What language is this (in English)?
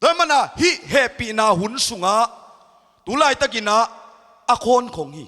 Tedim Chin